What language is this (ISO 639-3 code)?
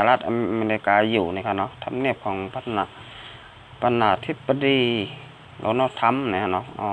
shn